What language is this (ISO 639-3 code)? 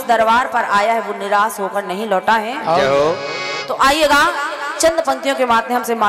hin